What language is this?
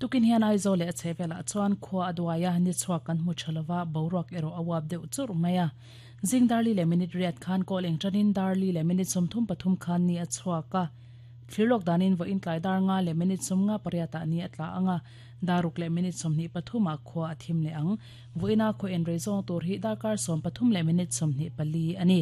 Mizo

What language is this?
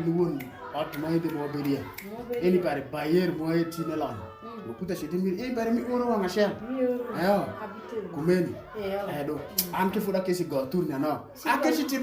Alur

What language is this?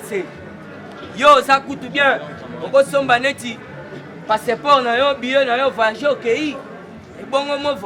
Lingala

